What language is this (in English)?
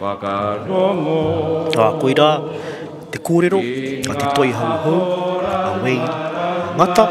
Māori